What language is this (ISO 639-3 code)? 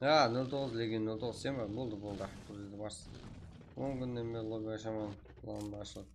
kaa